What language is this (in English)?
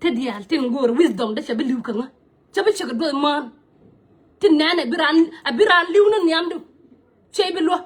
Nuer